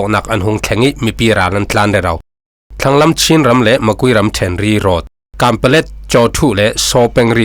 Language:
Falam Chin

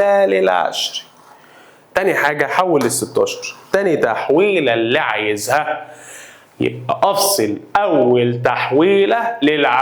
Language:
Egyptian Arabic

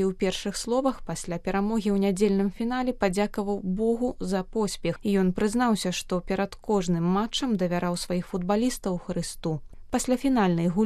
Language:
Belarusian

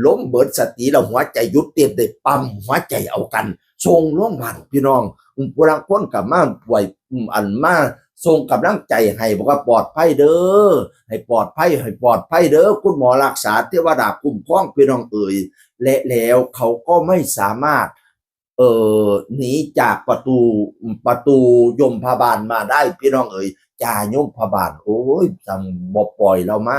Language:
Northeastern Thai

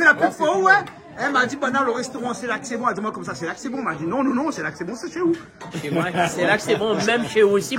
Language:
Réunion Creole French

